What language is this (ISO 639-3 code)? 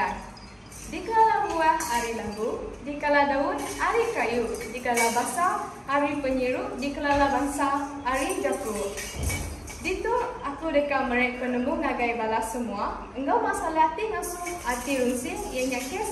iba